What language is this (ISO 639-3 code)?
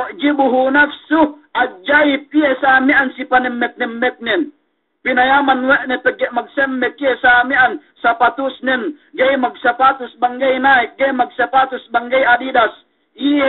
yka